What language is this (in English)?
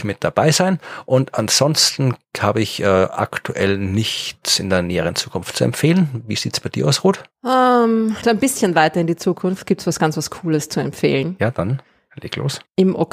German